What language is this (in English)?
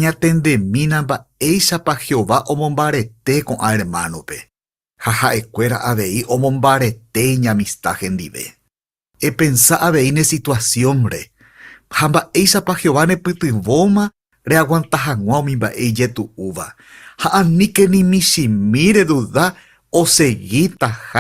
Guarani